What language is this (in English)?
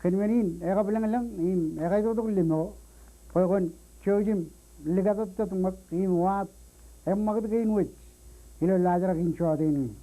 Marshallese